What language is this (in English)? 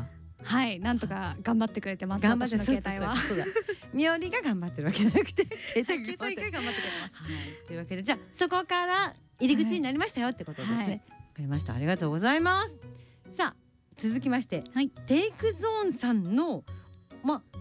Japanese